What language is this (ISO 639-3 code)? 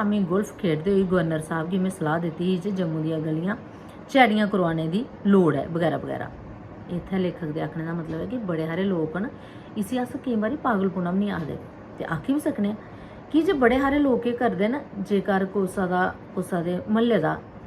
doi